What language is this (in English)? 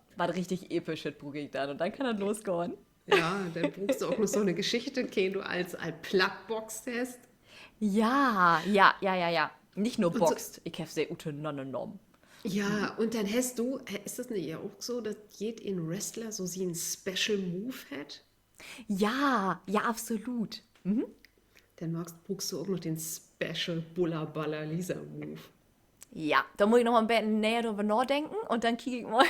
Low German